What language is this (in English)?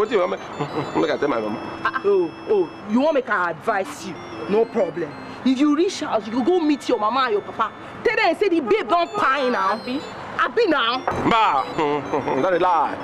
Nigerian Pidgin